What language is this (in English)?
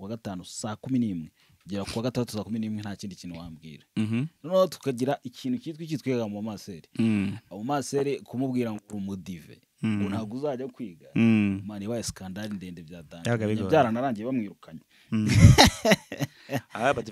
Kinyarwanda